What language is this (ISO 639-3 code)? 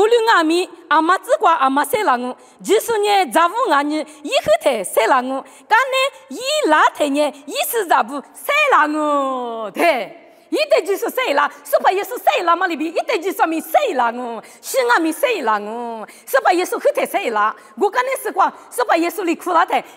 lis